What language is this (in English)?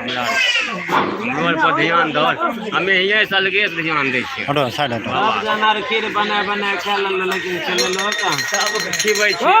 Maithili